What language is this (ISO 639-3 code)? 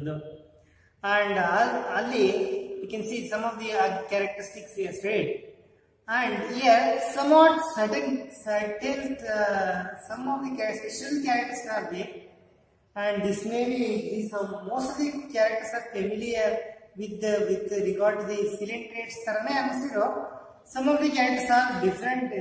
kan